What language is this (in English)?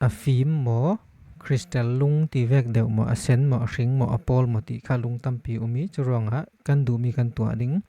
Falam Chin